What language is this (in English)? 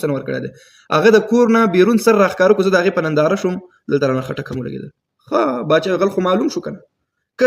Pashto